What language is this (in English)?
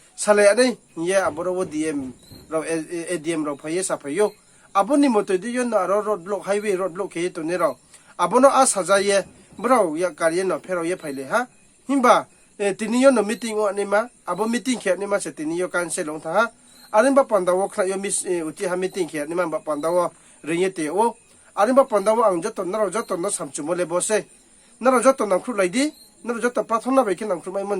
Riang (India)